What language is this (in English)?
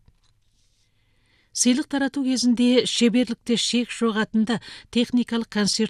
Kazakh